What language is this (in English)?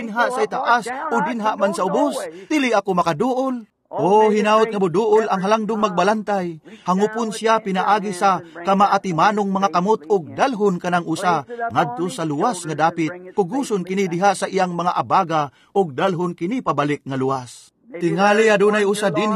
Cebuano